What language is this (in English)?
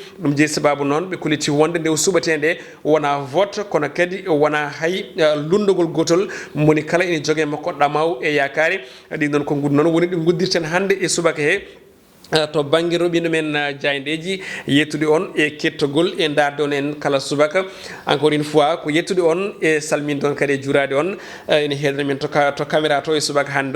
Fula